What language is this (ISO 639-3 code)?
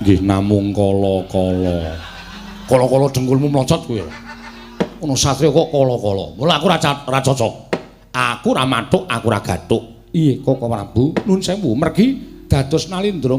jav